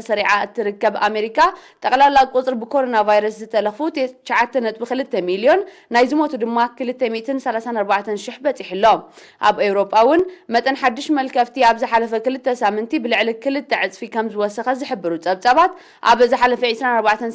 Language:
Tigrinya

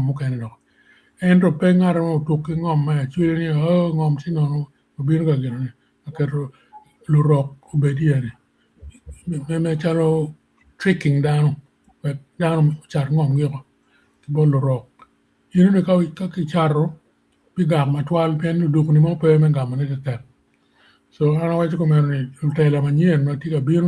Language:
Acoli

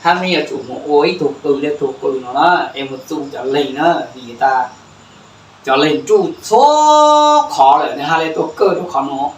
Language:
Hmong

